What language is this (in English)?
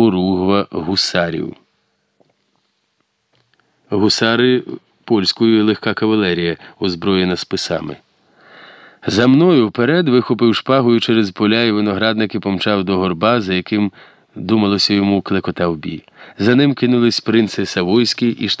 Ukrainian